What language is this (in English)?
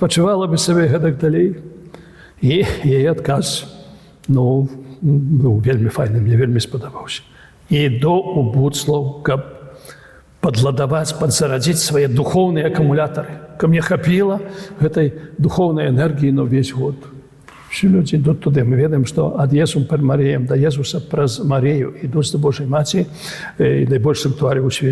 Belarusian